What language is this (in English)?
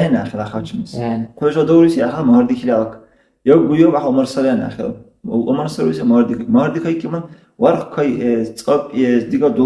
Dargwa